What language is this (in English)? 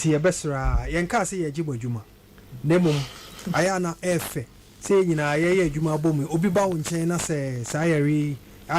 Akan